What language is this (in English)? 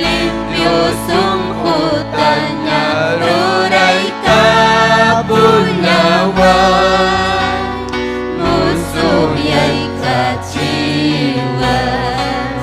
Ayacucho Quechua